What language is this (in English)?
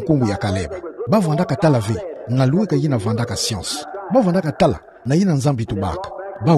Kituba (Democratic Republic of Congo)